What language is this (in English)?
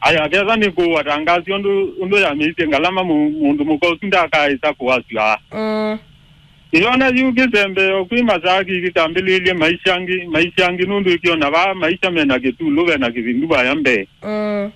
Kamba